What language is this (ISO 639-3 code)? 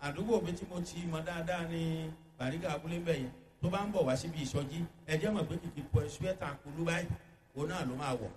yor